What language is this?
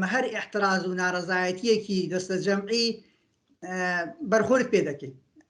Central Kurdish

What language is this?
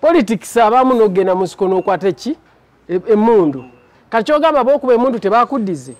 Ganda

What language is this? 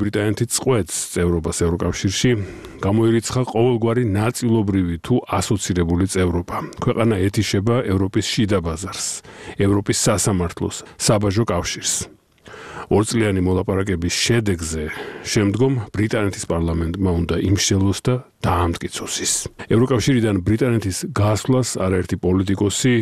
Georgian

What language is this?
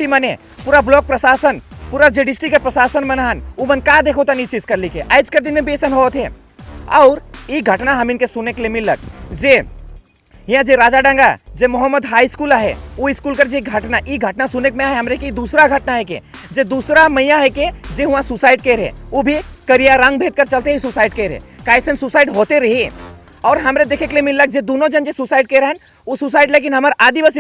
Sadri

